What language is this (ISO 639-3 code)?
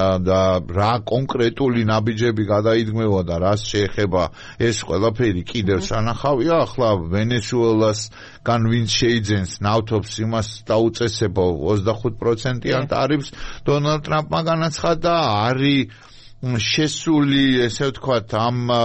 kat